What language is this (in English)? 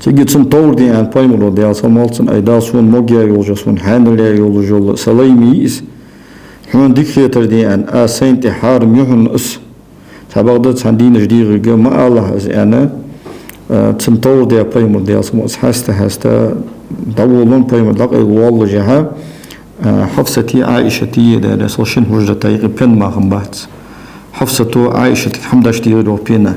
Ingush